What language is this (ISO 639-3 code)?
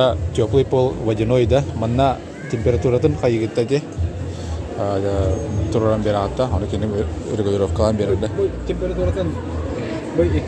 sah